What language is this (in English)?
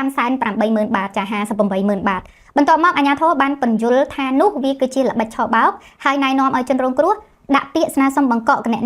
Khmer